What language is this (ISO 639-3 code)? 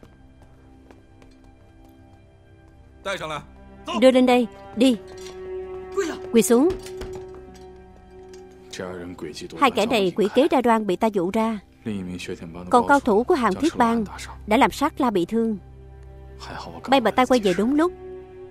vie